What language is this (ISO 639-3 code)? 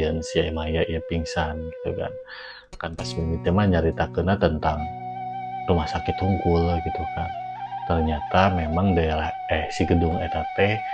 sun